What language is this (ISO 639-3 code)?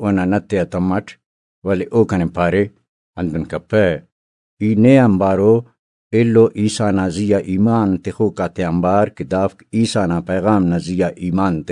brh